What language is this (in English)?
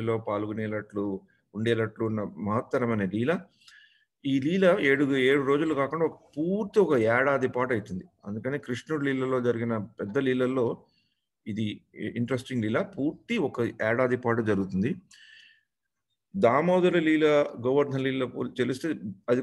Telugu